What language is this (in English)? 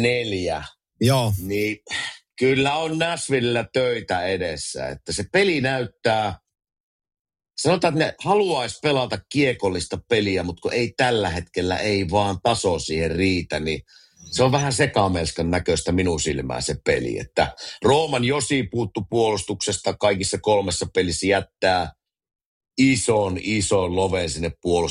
Finnish